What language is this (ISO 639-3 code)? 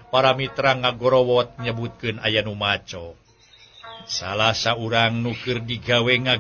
sun